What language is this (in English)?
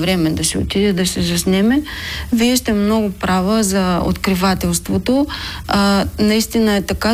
Bulgarian